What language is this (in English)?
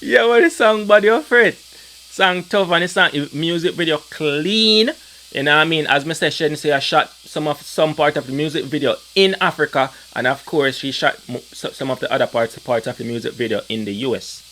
Jamaican Creole English